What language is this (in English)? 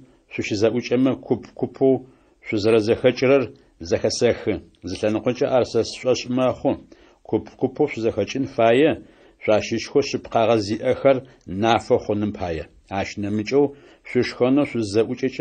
Adyghe